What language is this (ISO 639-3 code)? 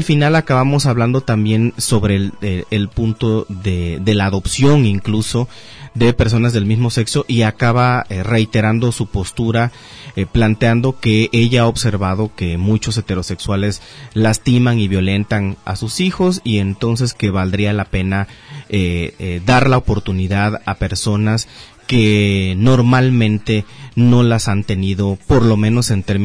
spa